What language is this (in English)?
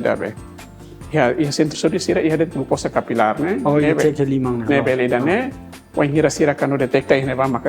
Tetum